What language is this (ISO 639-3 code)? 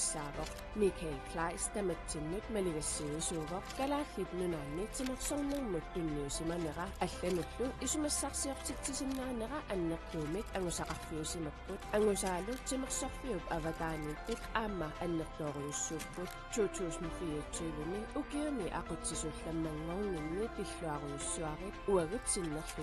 kal